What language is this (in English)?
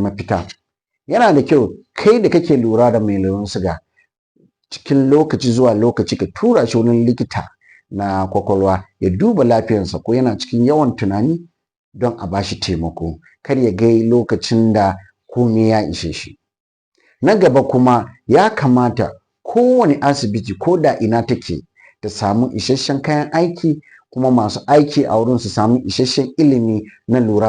Hausa